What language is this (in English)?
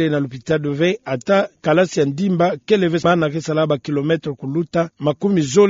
Kituba (Democratic Republic of Congo)